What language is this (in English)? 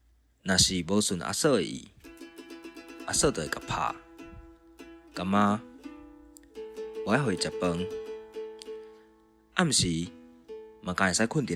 Min Nan Chinese